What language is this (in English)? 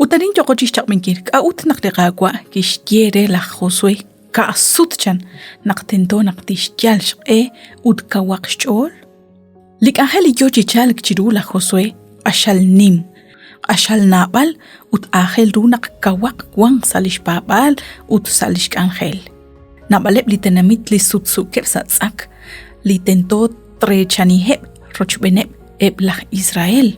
Kekchí